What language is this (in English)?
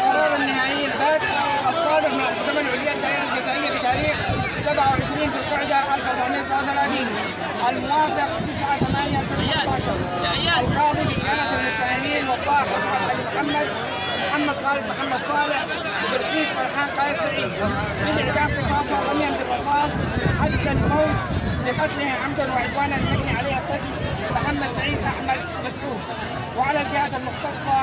Arabic